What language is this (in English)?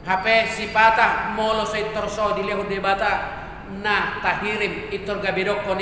Batak Toba